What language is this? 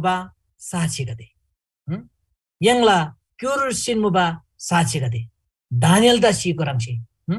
Eastern Tamang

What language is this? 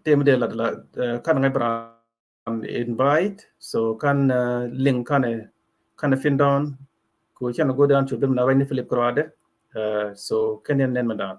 Nuer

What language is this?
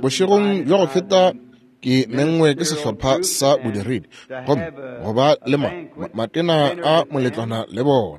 Northern Sotho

